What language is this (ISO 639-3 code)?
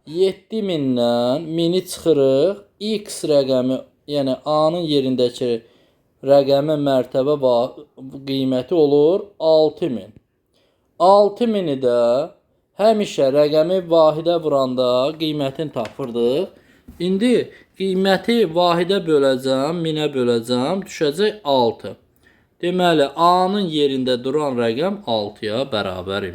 aze